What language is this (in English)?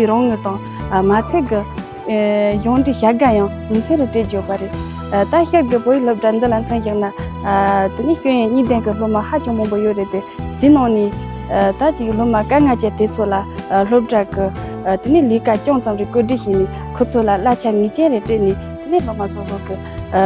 Tibetan